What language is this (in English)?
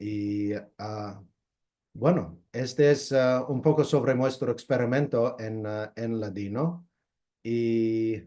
Ladino